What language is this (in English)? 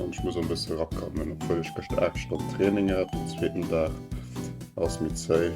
Luxembourgish